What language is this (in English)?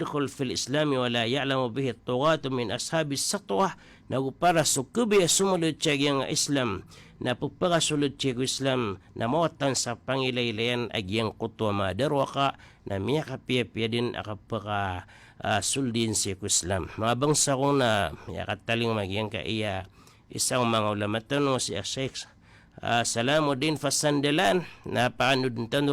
Maranao